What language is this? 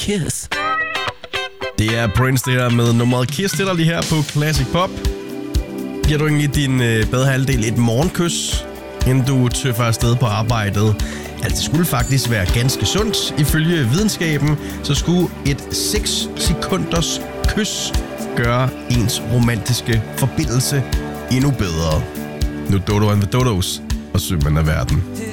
Danish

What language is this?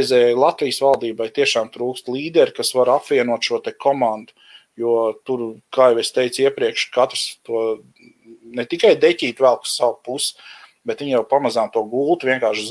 Latvian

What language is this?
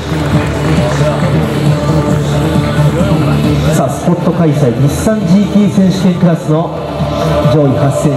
Japanese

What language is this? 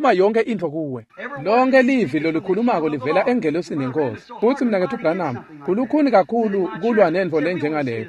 Swati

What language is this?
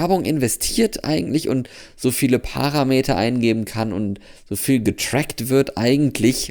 German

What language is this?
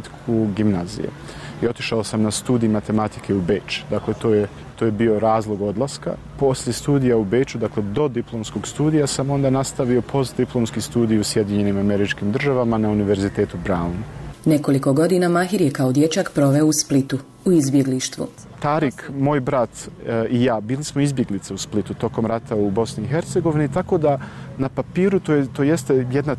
Bosnian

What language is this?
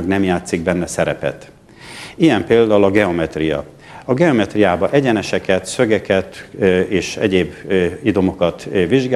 Hungarian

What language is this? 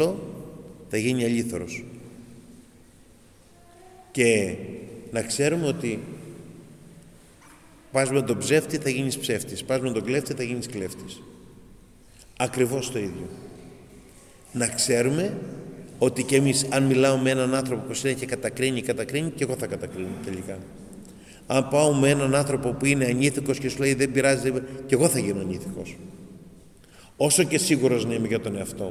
Greek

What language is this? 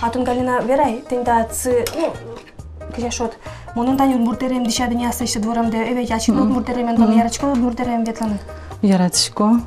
Udmurt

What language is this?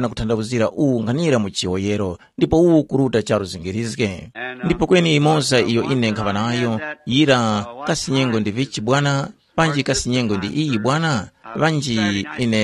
Tumbuka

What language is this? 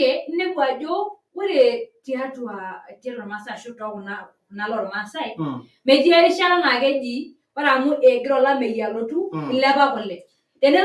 Masai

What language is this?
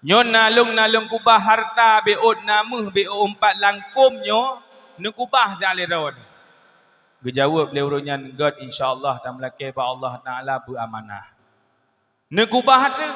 Achinese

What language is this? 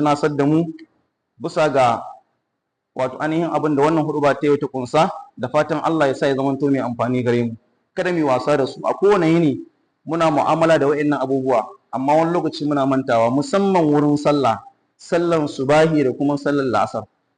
Hausa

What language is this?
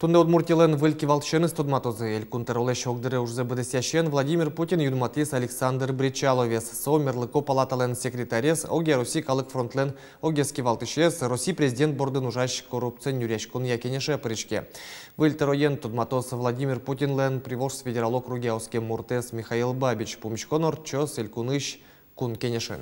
Udmurt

